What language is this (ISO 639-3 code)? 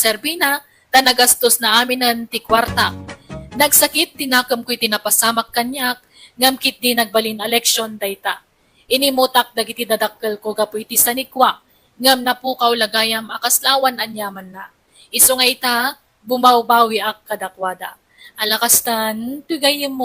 ilo